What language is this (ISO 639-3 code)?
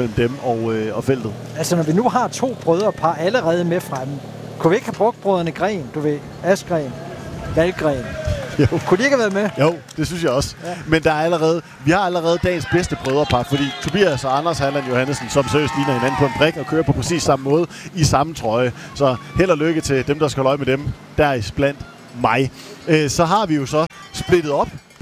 dan